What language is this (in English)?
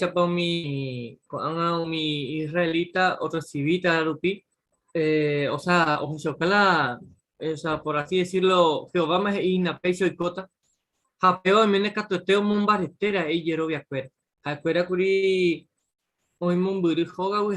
Guarani